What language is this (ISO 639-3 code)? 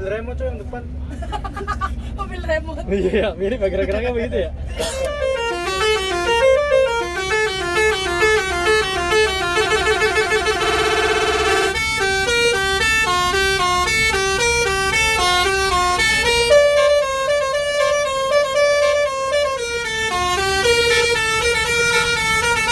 ind